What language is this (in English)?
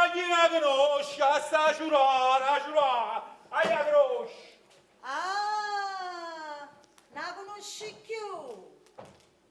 Neapolitan